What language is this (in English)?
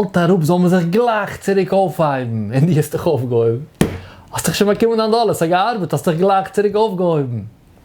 Yiddish